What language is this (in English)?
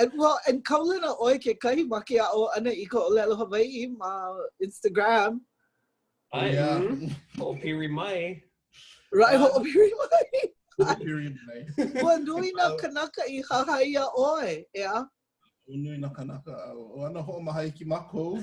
Hawaiian